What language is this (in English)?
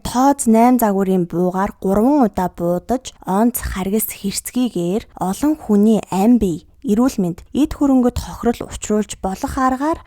Mongolian